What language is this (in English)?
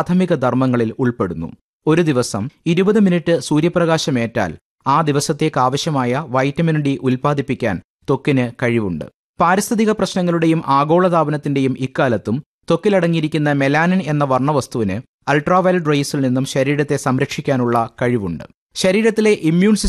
Malayalam